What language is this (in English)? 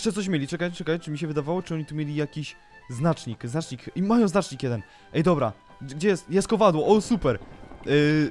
Polish